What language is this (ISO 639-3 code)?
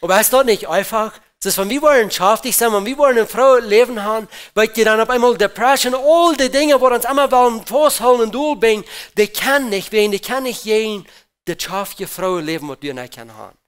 pdt